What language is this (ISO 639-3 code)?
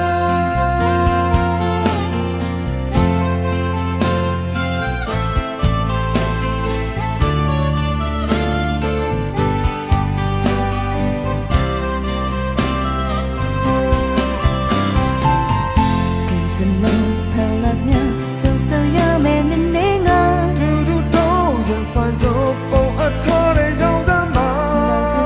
mya